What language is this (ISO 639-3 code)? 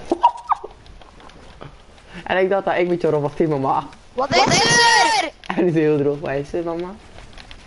nld